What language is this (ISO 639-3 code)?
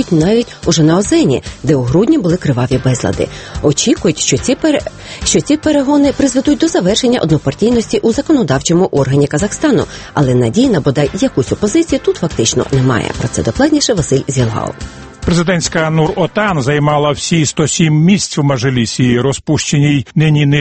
ukr